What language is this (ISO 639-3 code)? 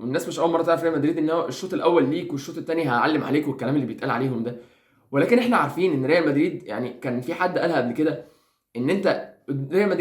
arz